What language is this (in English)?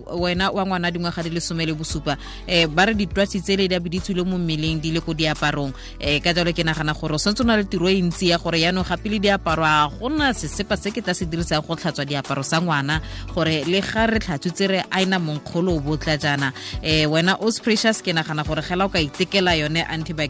Tswana